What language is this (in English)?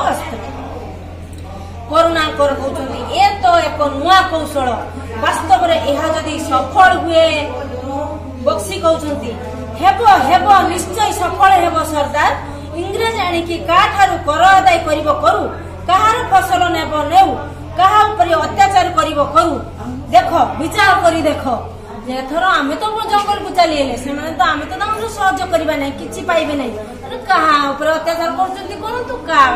Odia